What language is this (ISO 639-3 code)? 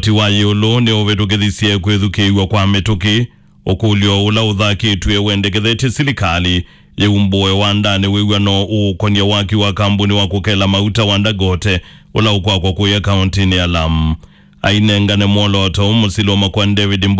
kam